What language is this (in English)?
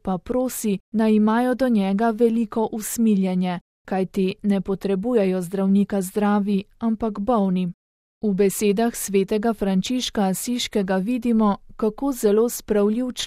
Slovenian